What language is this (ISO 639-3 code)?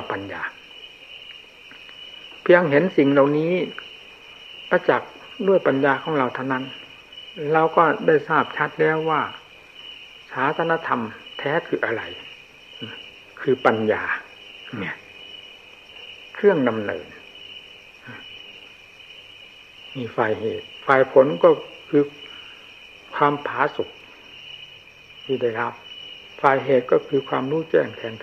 tha